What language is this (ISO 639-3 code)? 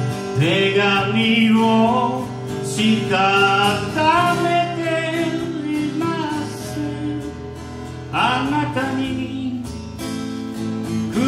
jpn